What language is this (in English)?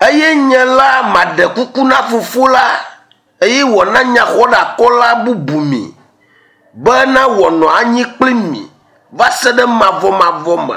Ewe